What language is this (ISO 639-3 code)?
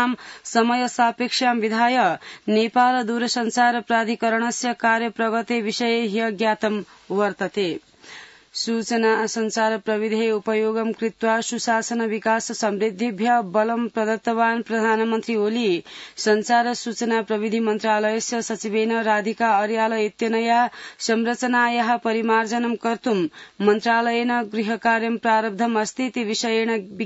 san